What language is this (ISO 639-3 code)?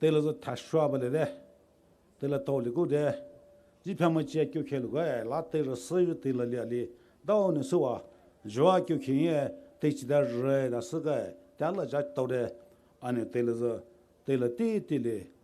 pmx